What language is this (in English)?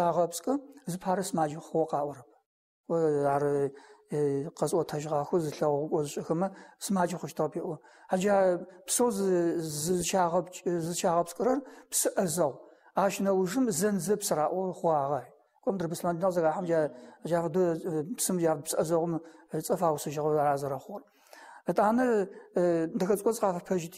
Adyghe